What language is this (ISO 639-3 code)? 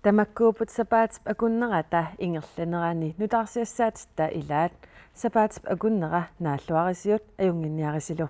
kal